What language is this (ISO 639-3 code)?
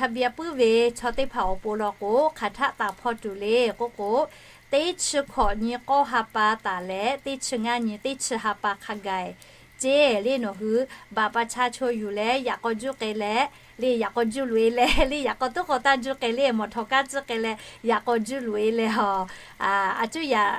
lhu